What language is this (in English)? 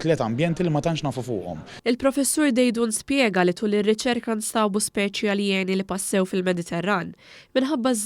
Maltese